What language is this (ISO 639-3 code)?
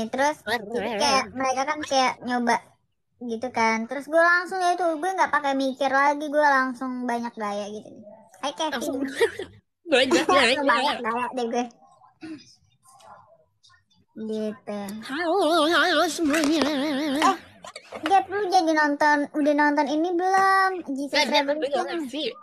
ind